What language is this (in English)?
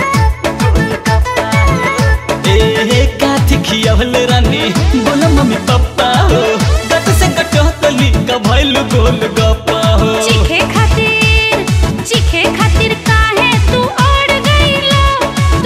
Bhojpuri